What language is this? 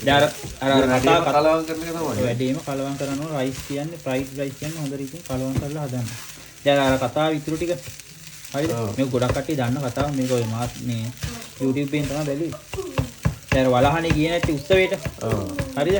Sinhala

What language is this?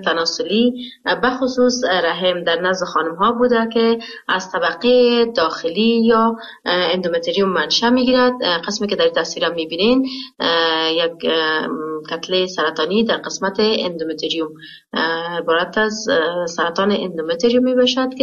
Persian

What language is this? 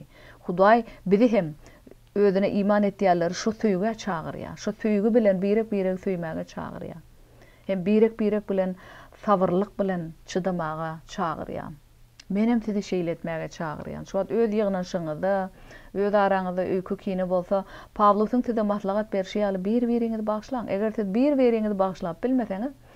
Turkmen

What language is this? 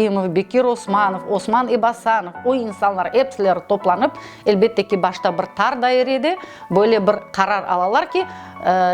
Crimean Tatar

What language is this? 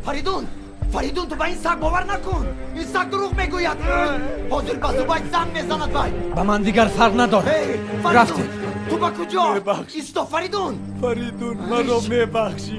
Tajik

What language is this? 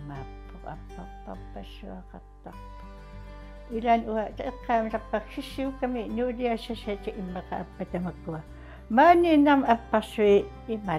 Kalaallisut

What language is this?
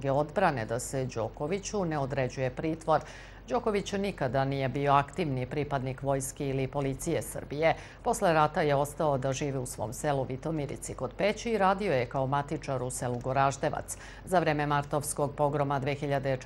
Serbian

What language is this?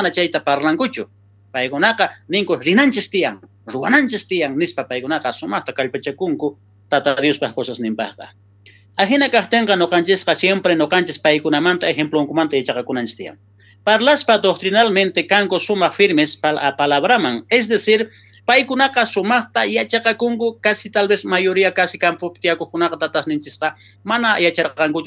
South Bolivian Quechua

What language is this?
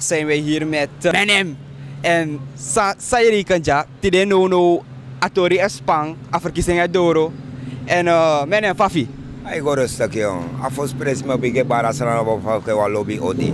Sranan Tongo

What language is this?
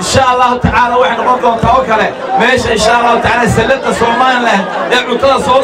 Somali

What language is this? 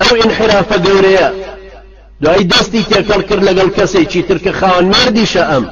Central Kurdish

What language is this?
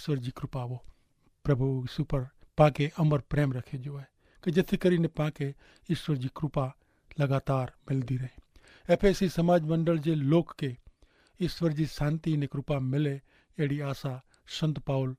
Kachhi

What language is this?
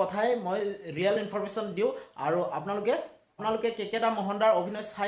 Assamese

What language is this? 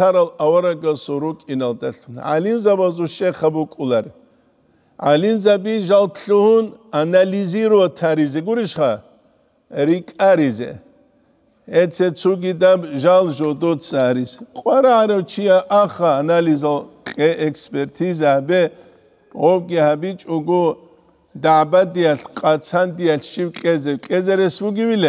Avaric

